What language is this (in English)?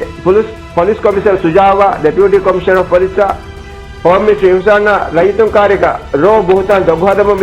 Divehi